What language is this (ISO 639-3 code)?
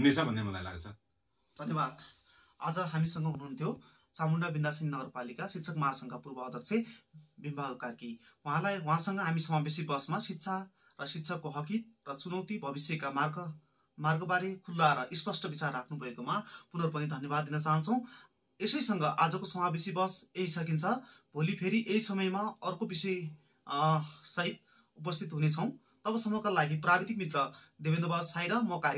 nep